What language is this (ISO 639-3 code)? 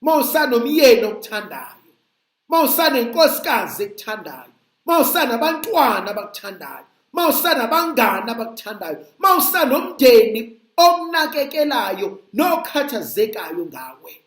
zul